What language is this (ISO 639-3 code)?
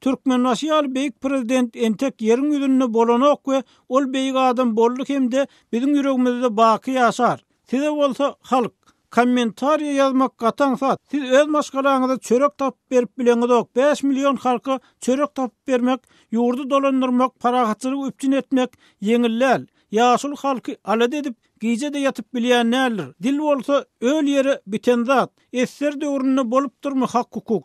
tuk